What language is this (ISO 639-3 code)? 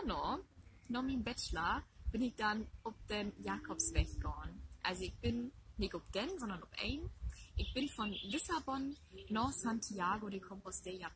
nds